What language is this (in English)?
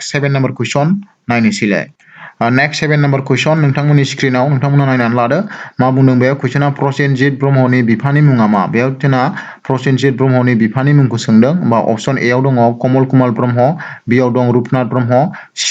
Bodo